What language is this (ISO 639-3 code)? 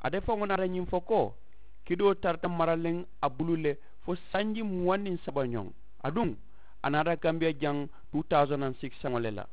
man